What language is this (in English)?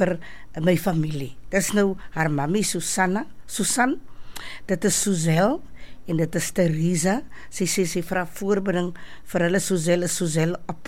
Afrikaans